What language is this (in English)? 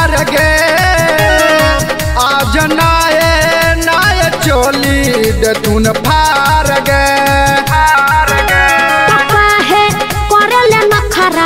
Bhojpuri